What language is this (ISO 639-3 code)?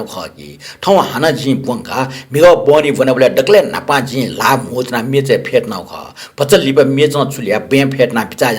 new